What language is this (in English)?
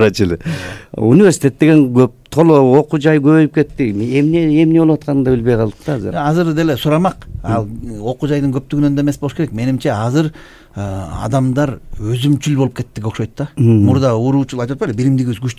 Kyrgyz